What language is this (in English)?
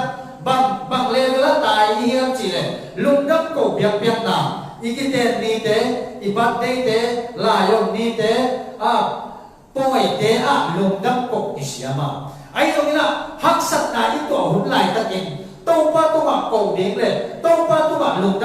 Tedim Chin